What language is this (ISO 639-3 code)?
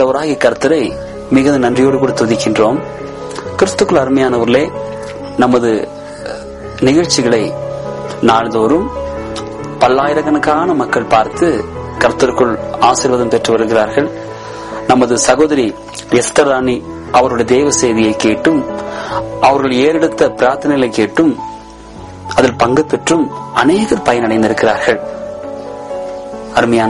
tam